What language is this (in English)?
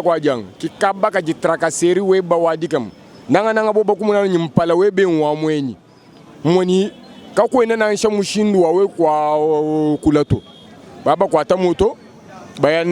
Luba-Lulua